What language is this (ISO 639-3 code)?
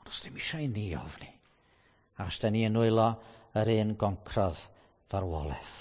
cym